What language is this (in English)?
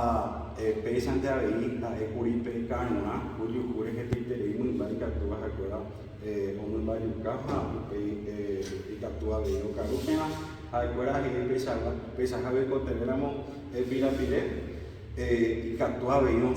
Guarani